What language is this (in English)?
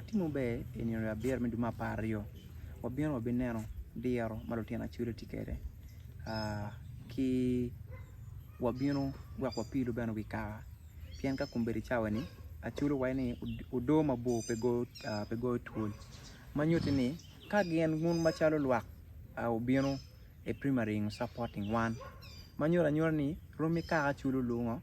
Acoli